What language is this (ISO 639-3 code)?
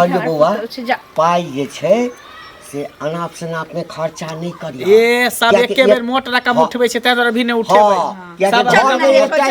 mai